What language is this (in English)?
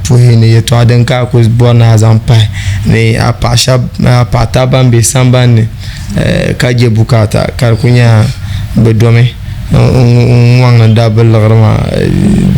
Dagbani